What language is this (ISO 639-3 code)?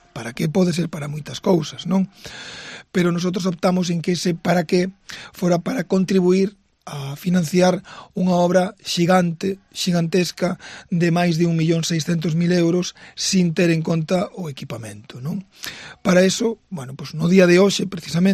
glg